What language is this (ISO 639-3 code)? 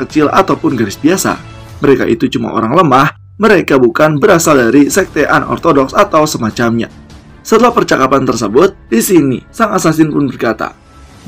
ind